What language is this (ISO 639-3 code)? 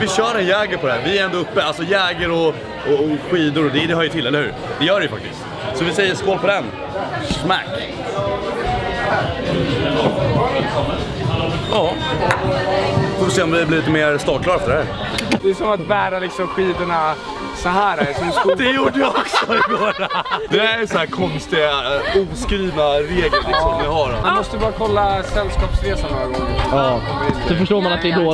swe